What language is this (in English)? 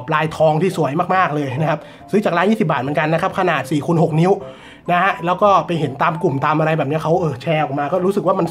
Thai